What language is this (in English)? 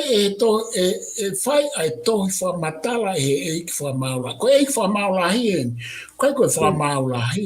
Tongan